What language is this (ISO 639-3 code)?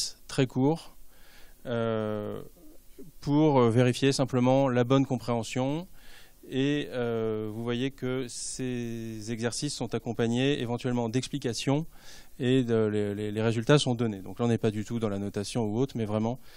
fra